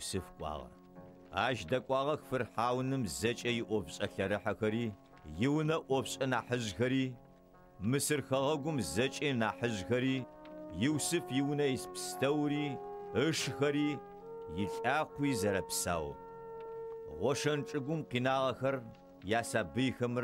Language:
Adyghe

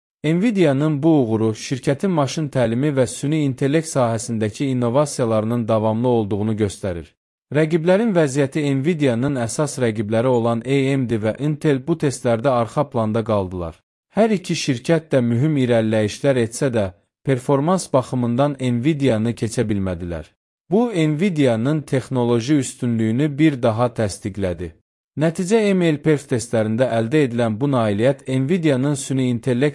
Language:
Azerbaijani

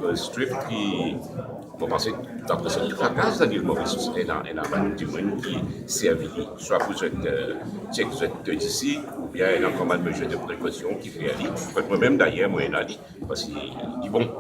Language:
Morisyen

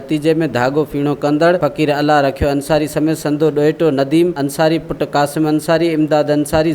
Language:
Sindhi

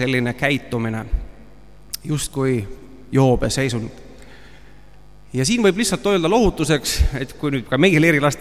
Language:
Estonian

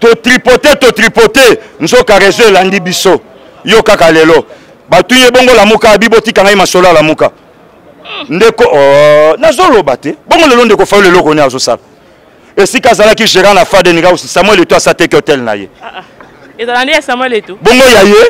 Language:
Lingala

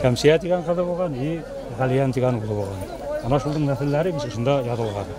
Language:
Bashkir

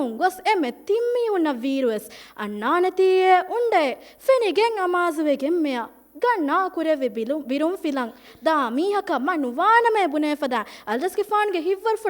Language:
Divehi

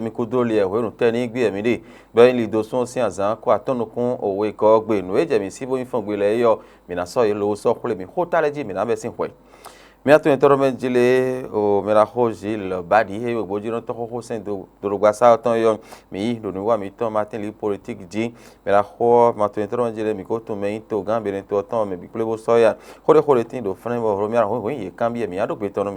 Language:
Fon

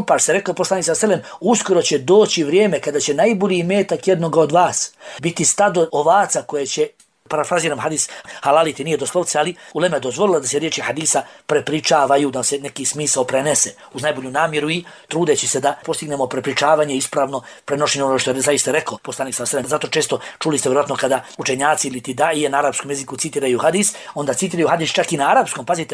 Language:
Bosnian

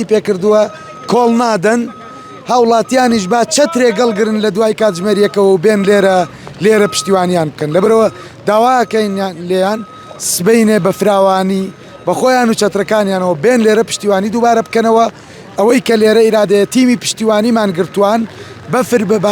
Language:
Central Kurdish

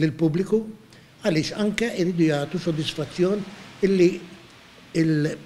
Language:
Maltese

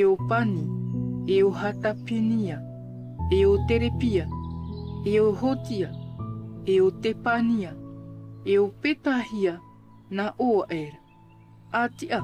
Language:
Tahitian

